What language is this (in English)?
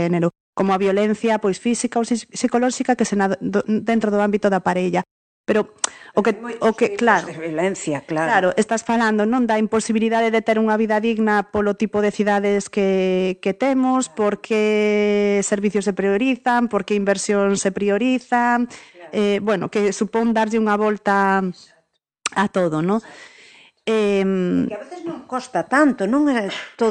Galician